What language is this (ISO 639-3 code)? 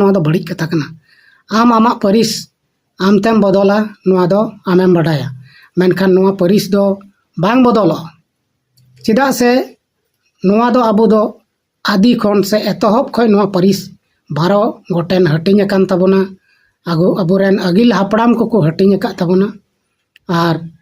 sat